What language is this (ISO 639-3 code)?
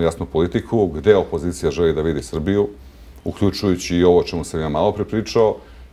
srp